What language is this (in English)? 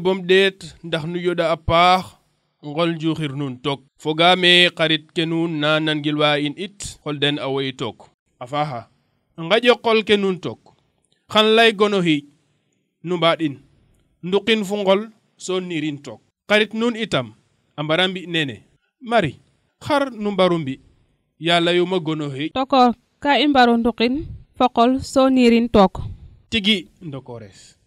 Serer